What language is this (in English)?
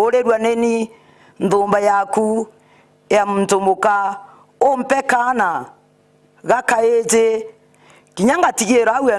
Meru